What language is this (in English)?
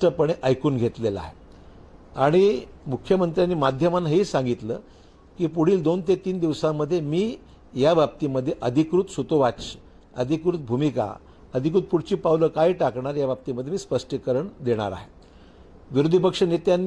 Marathi